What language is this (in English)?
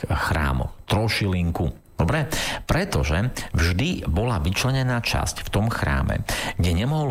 Slovak